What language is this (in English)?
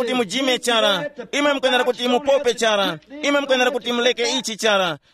Tumbuka